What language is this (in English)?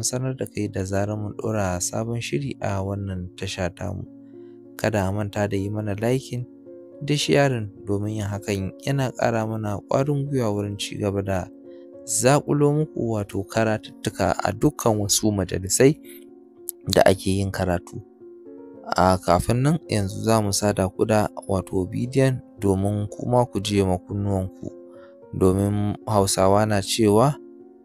Hausa